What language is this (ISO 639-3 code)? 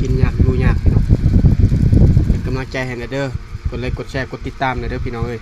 lao